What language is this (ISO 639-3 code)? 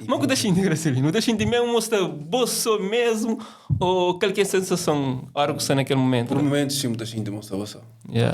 kea